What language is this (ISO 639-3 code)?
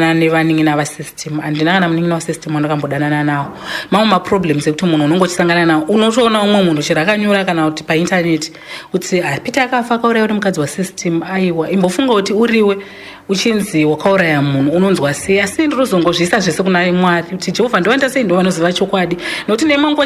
sna